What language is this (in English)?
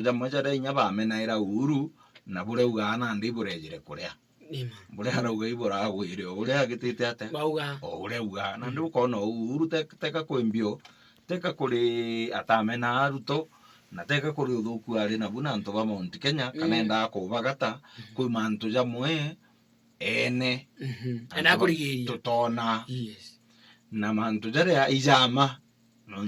Meru